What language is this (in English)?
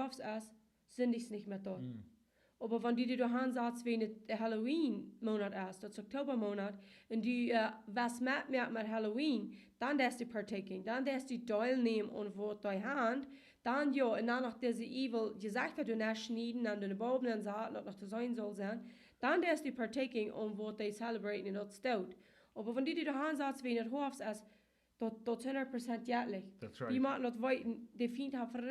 Plautdietsch